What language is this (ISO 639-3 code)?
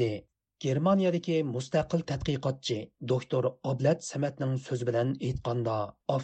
uig